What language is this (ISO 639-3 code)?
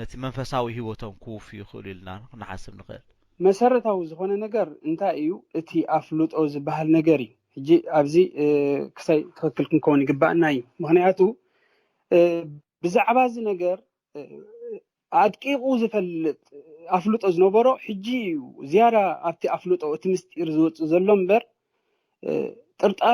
tir